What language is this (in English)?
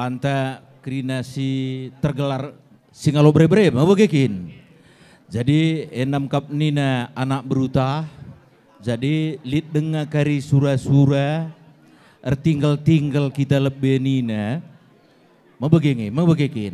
Batak Karo